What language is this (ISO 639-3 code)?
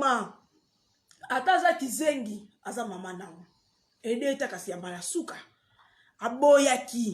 lin